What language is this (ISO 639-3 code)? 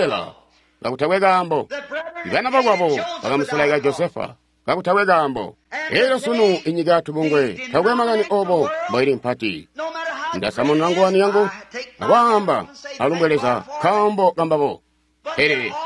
toi